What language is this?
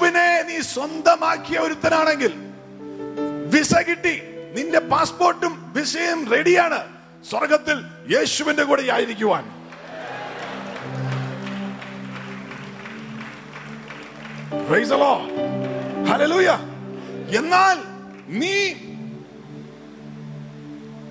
Malayalam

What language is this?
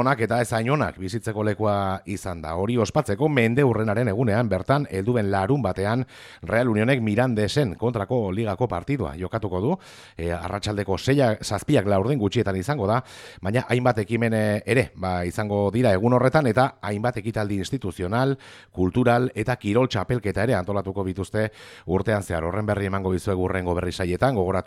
Basque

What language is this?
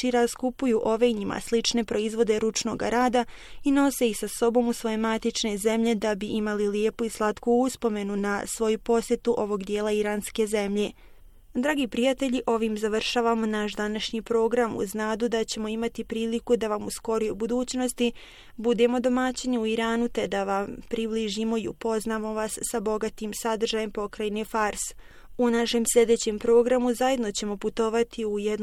Bosnian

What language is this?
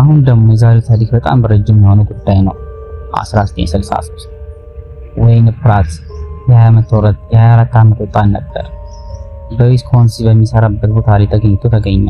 Amharic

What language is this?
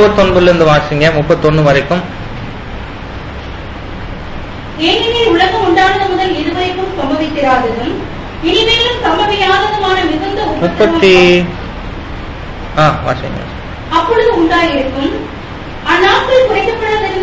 Tamil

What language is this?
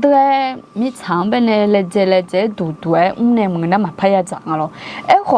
Akha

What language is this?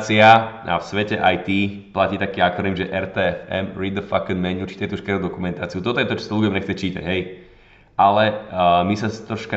Slovak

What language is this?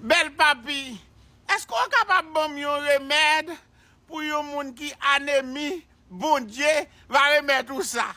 Haitian Creole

